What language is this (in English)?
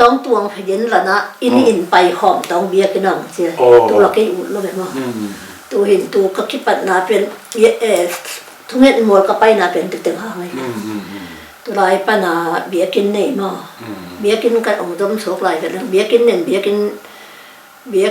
Tedim Chin